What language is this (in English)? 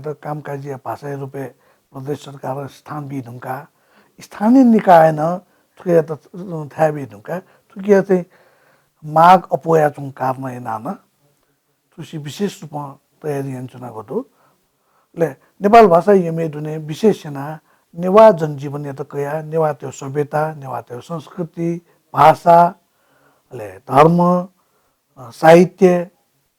Newari